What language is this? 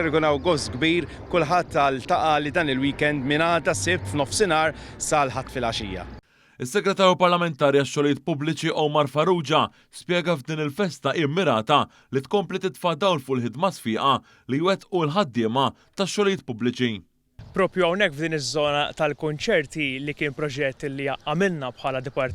Maltese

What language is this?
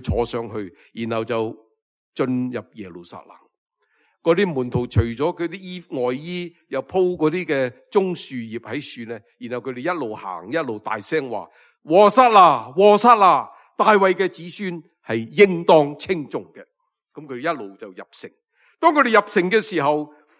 Cantonese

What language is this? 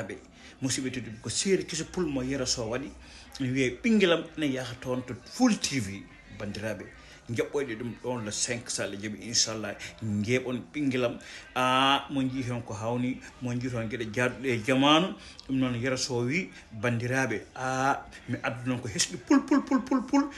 Fula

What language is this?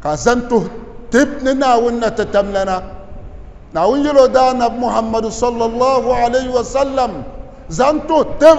Dagbani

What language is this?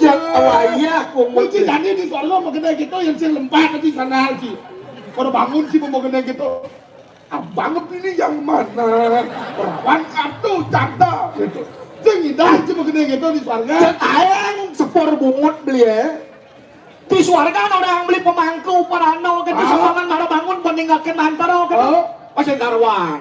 Balinese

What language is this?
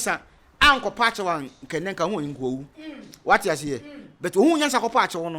Akan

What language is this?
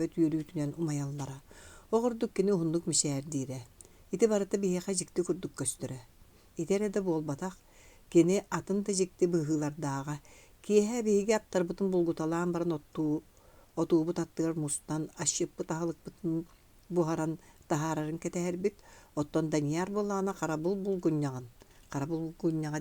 Yakut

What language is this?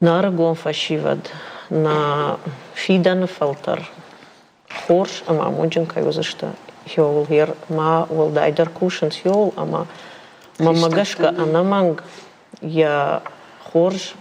Ossetic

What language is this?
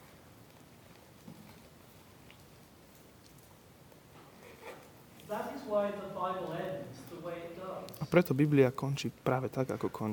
Slovak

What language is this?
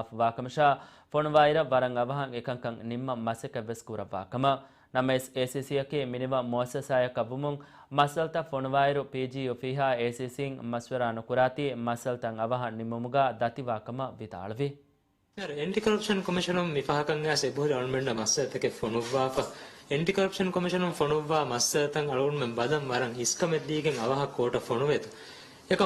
Divehi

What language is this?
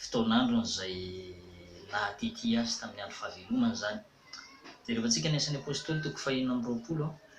Malagasy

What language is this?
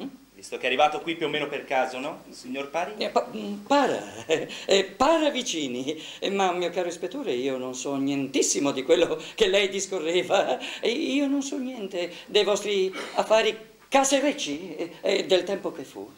Italian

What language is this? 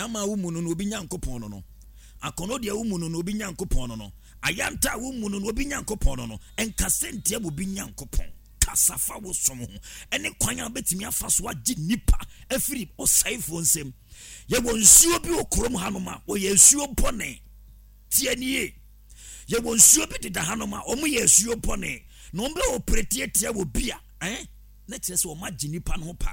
Akan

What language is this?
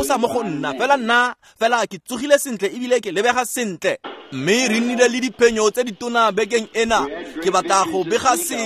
Tswana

